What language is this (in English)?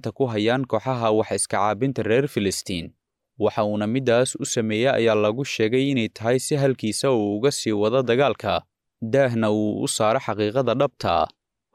Somali